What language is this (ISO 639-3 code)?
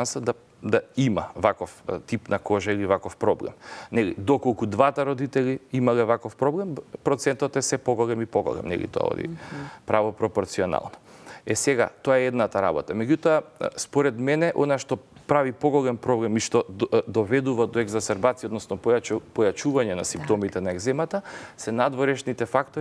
mkd